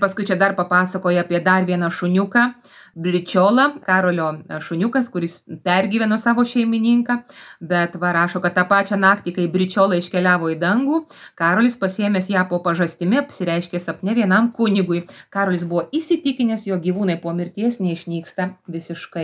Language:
Lithuanian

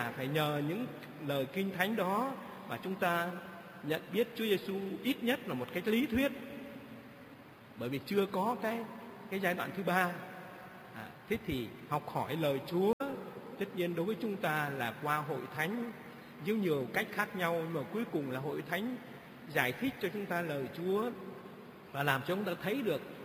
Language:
Vietnamese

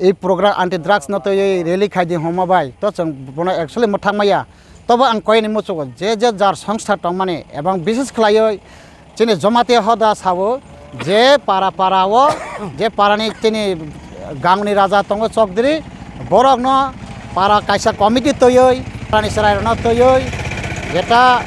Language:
Kok Borok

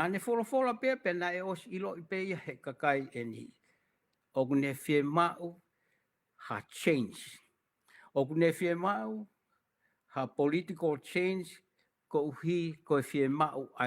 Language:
Tongan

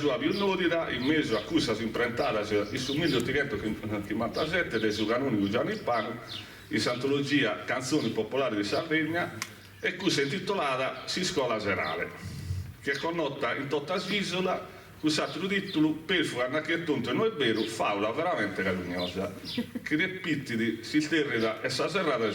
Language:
Sardinian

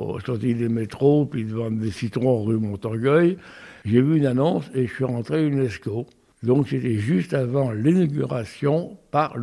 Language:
French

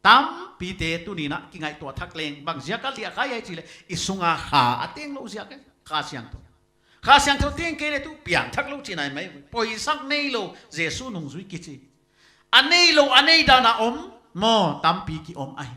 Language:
Paite Chin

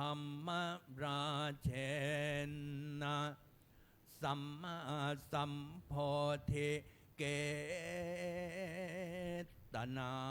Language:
Pali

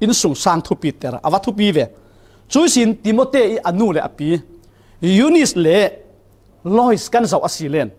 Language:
Falam Chin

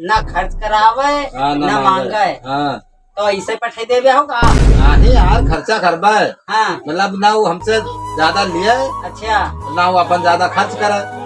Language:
Awadhi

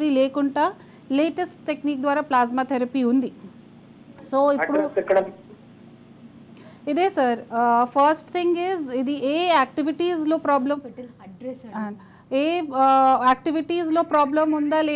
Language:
Telugu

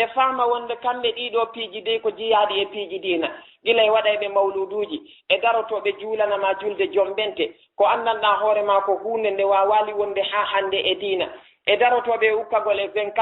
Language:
Fula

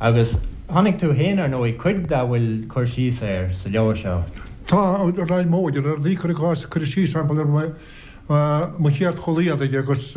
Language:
Irish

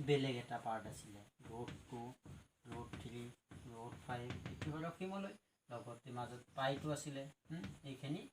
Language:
Assamese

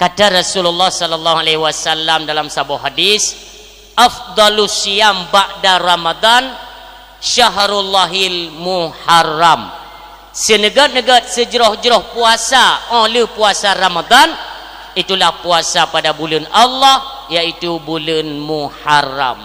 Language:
Achinese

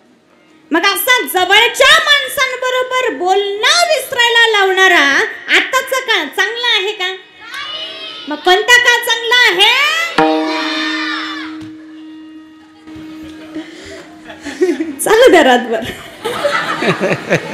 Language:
Marathi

